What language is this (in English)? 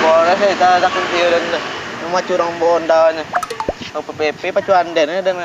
Minangkabau